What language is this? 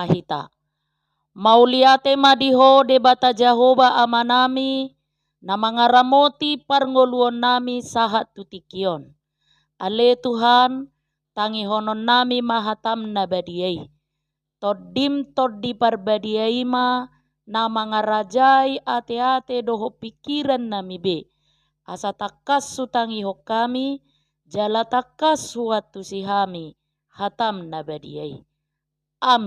Batak Toba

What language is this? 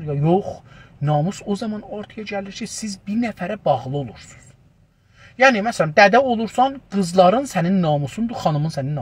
South Azerbaijani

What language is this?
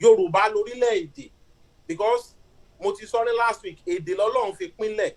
Yoruba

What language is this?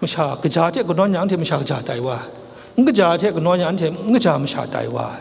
Kachin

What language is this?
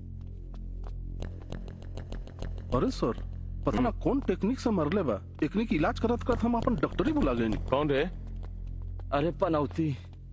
Bhojpuri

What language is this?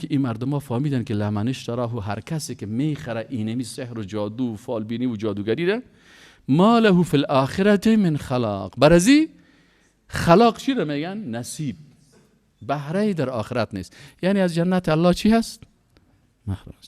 Persian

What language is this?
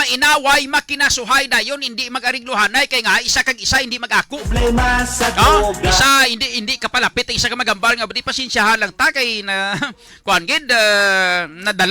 Hiligaynon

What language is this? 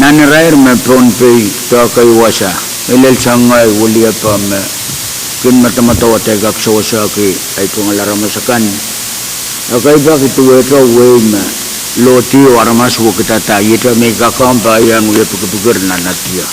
Pohnpeian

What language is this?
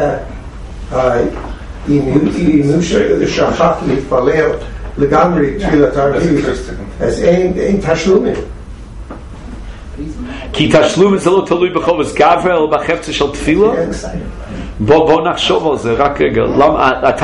Hebrew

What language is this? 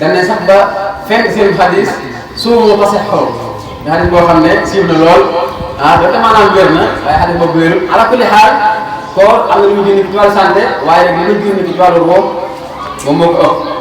Wolof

